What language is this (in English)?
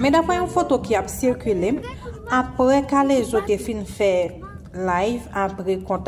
Haitian Creole